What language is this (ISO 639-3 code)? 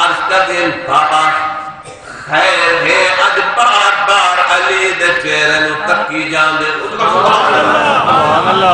skr